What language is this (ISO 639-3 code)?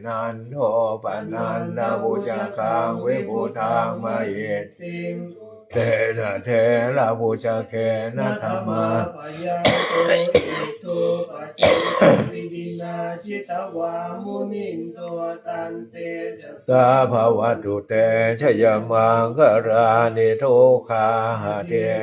pli